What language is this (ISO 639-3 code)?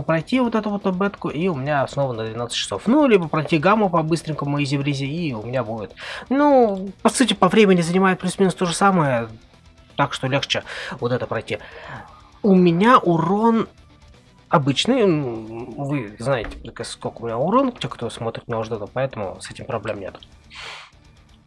rus